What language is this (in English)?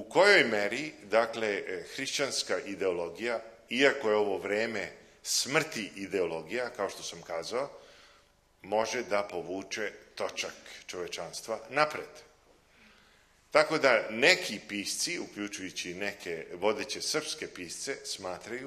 Serbian